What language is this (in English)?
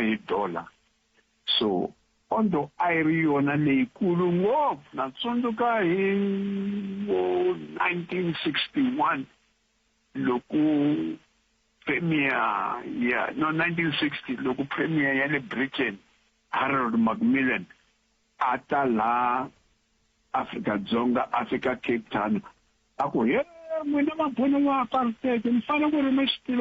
Tsonga